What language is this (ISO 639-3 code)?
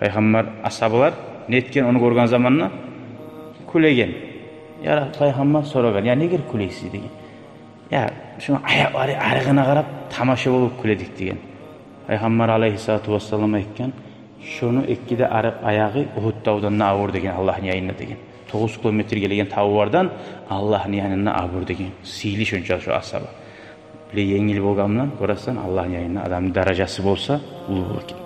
kum